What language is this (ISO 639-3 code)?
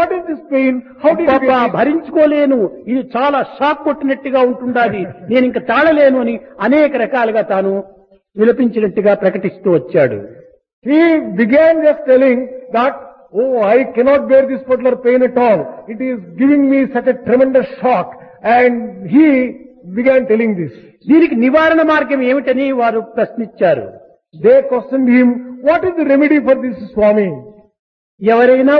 tel